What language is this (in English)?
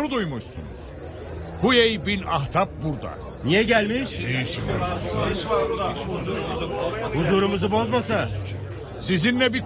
Turkish